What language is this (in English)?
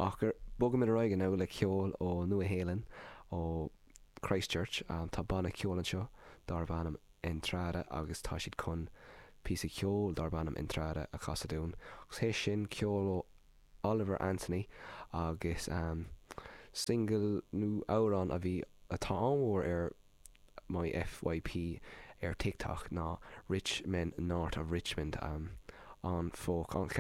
Irish